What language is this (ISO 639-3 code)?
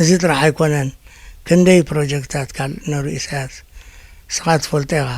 tir